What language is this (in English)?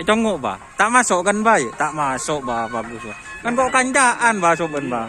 Madurese